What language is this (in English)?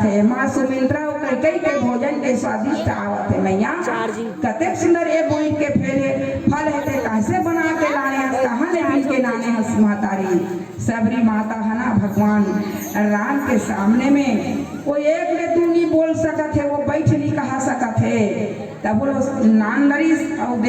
Chhattisgarhi